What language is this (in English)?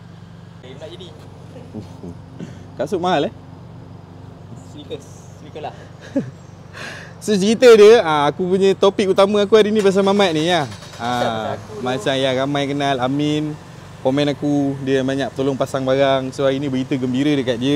Malay